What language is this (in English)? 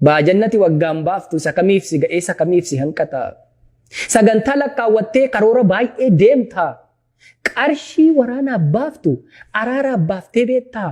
Oromo